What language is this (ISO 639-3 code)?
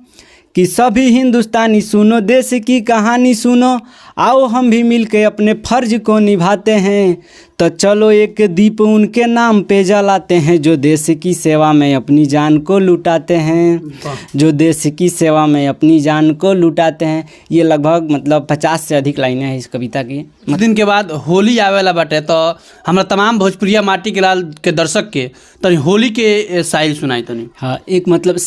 bho